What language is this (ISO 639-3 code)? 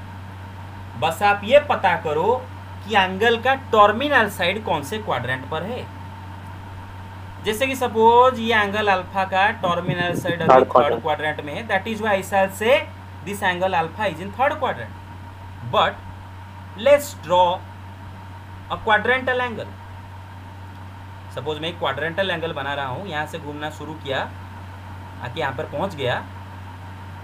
hin